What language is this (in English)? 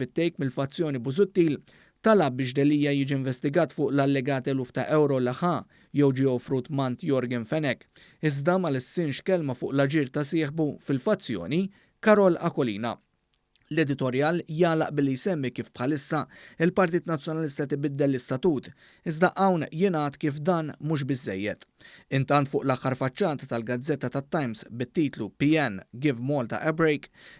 Maltese